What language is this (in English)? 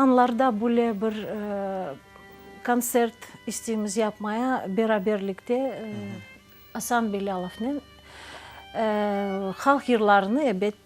Crimean Tatar